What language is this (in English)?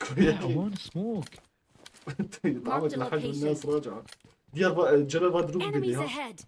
Kurdish